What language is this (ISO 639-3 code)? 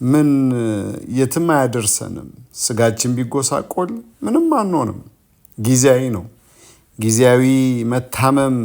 amh